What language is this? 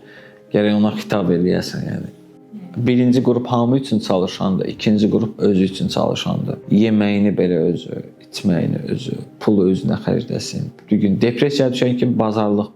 Azerbaijani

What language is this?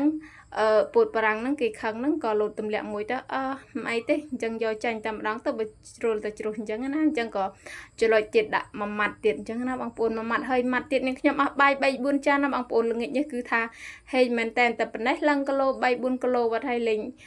Khmer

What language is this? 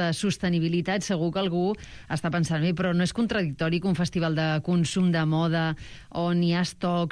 Catalan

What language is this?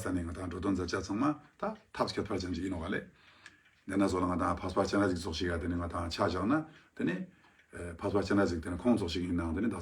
Ladakhi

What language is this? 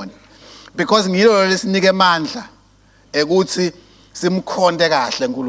Swati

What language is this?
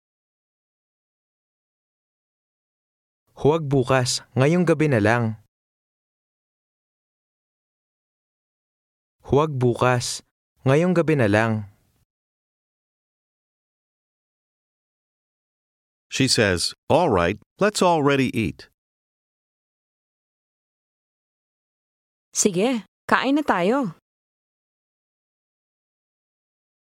Filipino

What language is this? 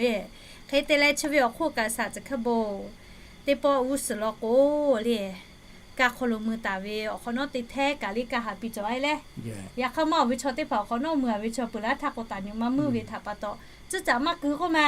Lahu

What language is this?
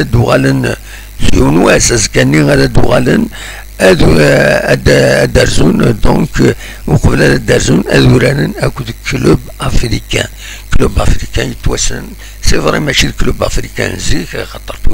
Kabyle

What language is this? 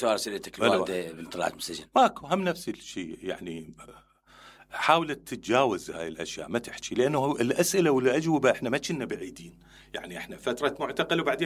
Mesopotamian Arabic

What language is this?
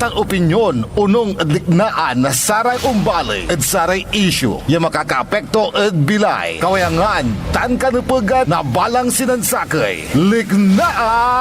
Pangasinan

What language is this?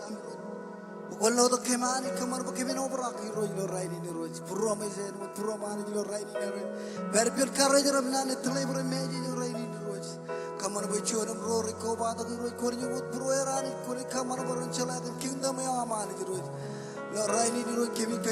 Marshallese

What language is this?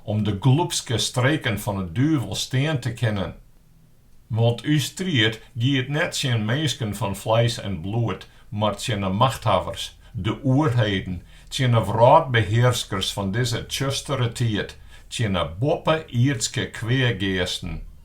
Western Frisian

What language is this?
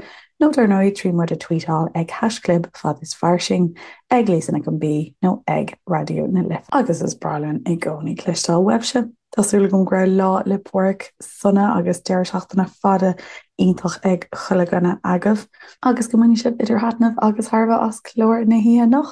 Irish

